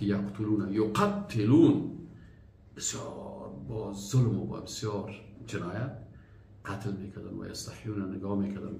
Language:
Persian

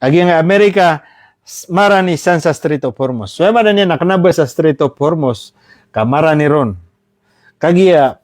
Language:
Maranao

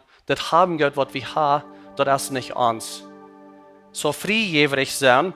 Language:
Plautdietsch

